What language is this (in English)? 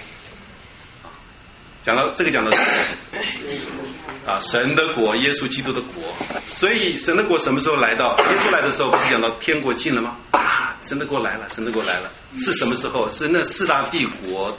Chinese